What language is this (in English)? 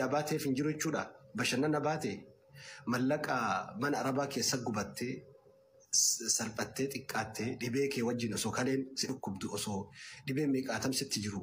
Oromo